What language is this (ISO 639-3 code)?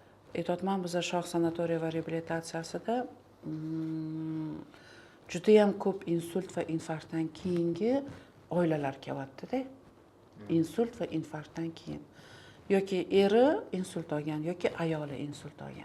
uzb